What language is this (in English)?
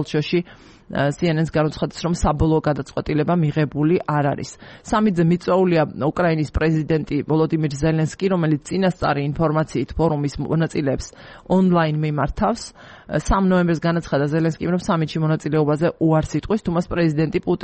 Georgian